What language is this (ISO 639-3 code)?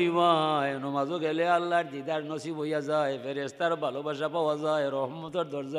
syl